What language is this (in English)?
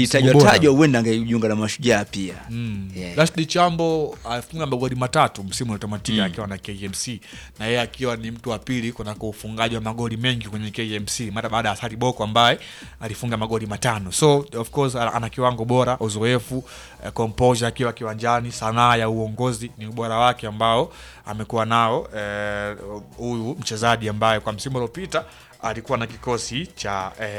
Swahili